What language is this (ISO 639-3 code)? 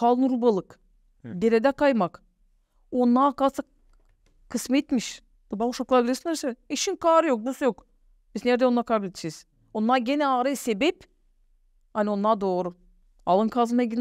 gag